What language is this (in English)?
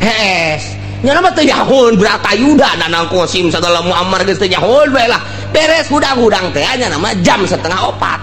Sundanese